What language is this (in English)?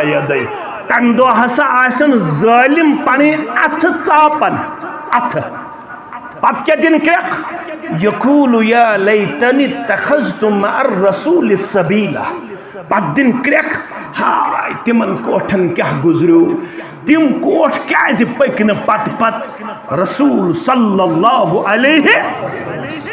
Kashmiri